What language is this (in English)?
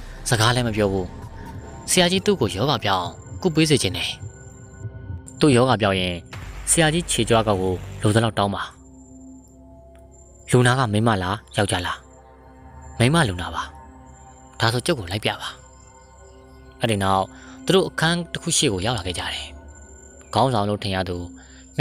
Burmese